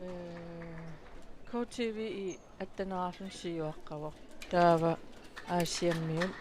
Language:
Kalaallisut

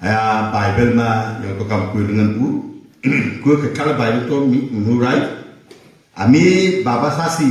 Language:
Wancho Naga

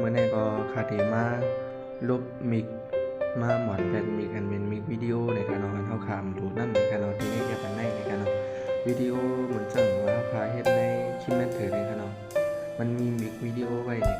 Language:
Shan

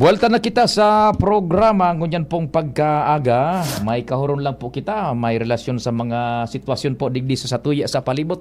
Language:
Bikol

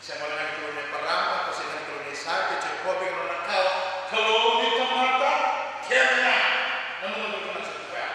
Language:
Fijian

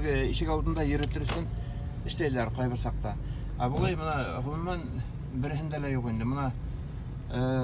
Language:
Bashkir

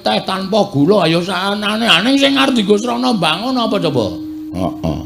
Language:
Javanese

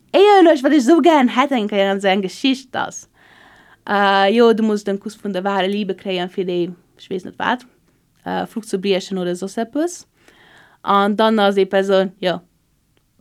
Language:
Luxembourgish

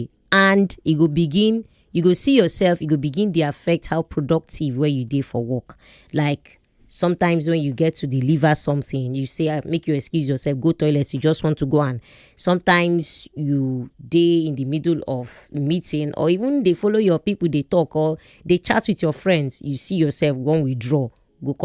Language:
Nigerian Pidgin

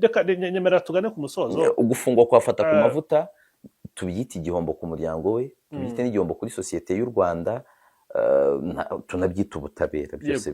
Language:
Kinyarwanda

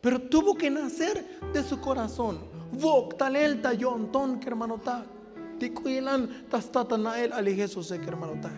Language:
Tzotzil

